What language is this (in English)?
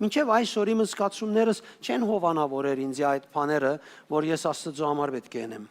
Western Armenian